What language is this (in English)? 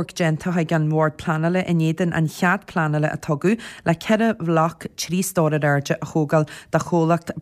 Irish